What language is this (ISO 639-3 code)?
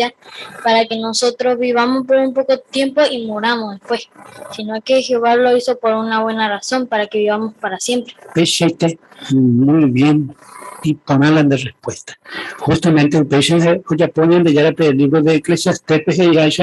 grn